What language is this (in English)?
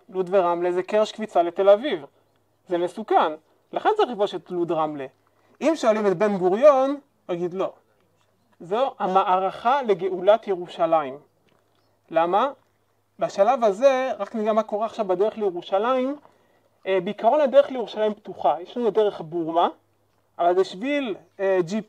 Hebrew